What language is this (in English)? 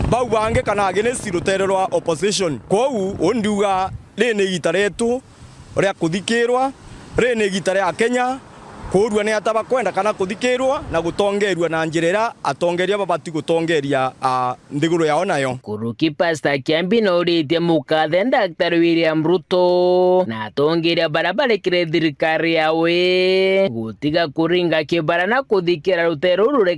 Meru